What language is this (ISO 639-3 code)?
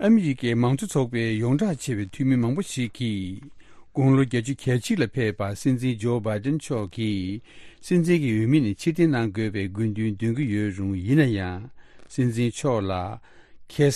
bod